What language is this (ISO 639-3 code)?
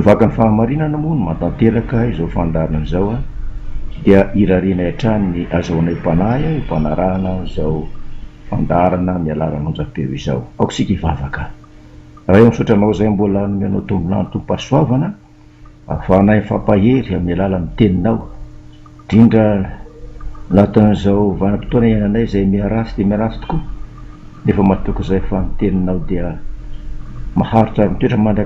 mlg